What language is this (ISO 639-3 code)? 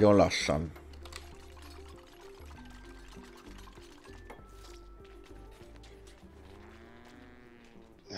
hun